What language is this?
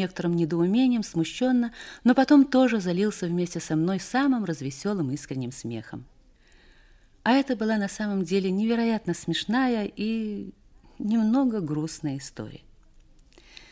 Russian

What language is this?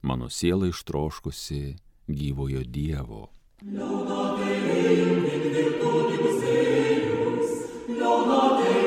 Lithuanian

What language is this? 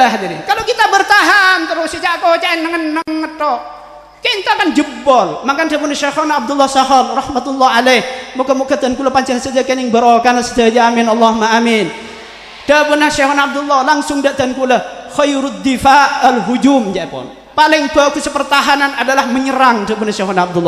Madurese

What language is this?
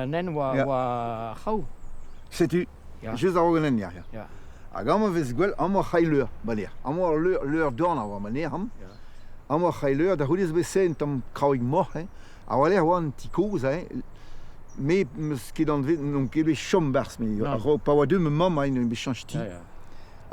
Breton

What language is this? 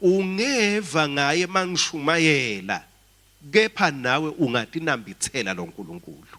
Swati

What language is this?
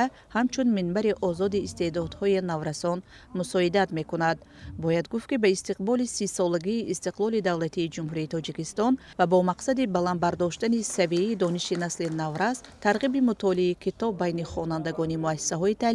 Tajik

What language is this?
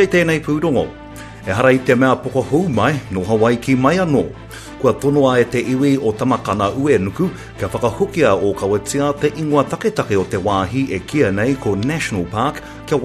Māori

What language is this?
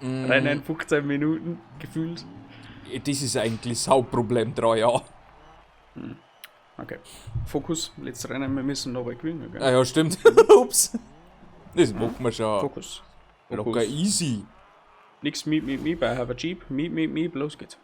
Bavarian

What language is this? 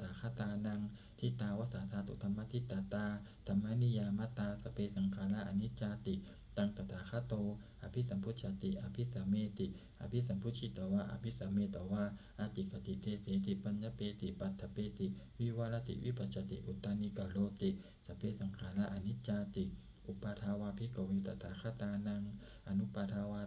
Pali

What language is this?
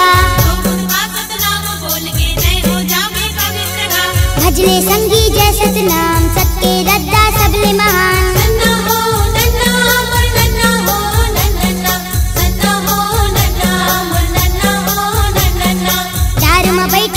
Chhattisgarhi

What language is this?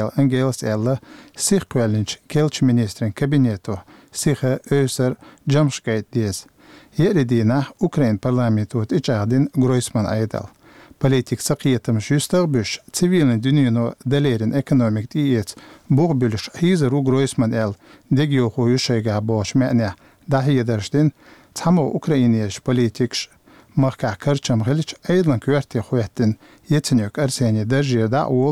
Chechen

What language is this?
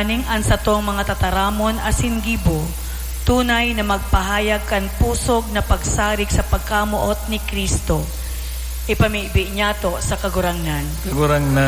Bikol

